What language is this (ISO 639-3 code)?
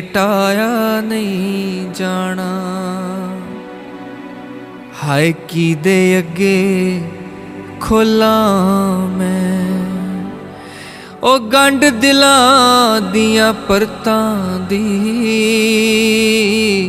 pan